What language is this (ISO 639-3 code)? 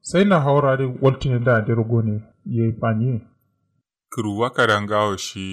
kau